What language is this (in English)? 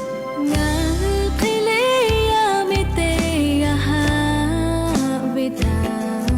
Lahu